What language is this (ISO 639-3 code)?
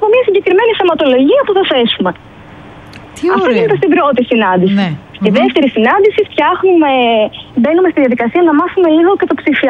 ell